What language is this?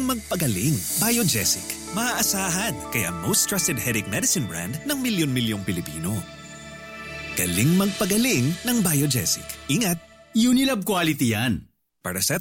Filipino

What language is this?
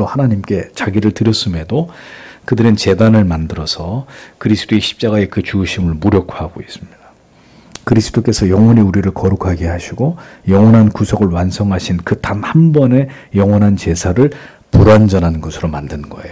Korean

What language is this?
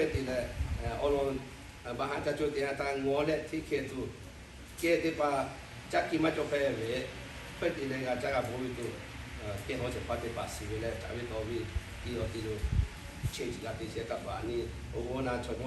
Lahu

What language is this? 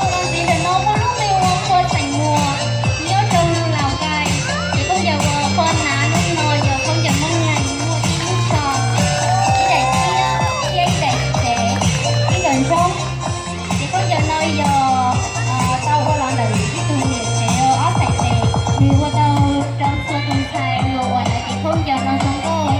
Hmong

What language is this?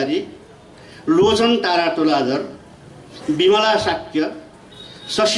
Newari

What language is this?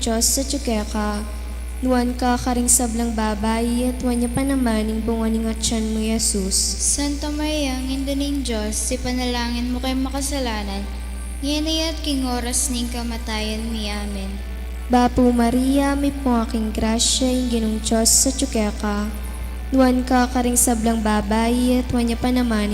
Pampanga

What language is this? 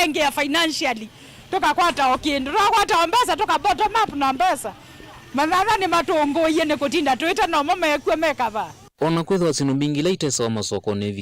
Kamba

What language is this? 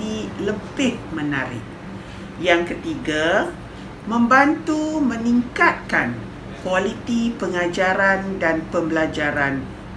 Malay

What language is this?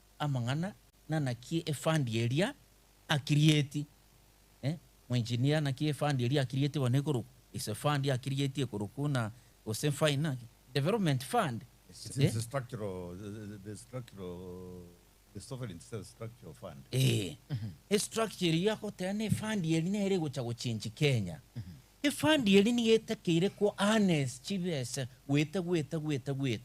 Gusii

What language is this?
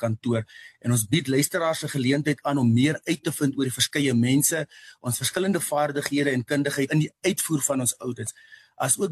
Afrikaans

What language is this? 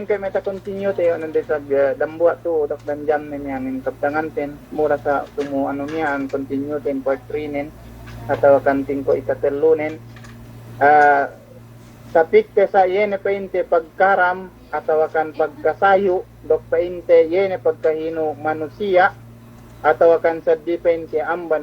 Yakan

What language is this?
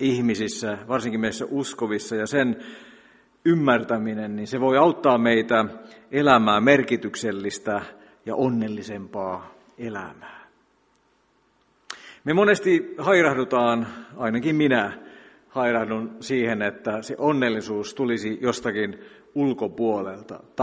Finnish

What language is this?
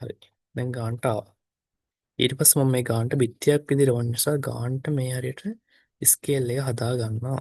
Sinhala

